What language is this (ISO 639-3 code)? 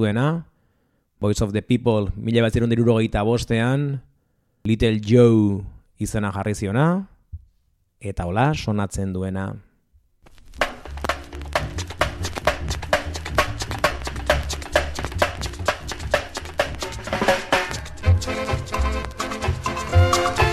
eus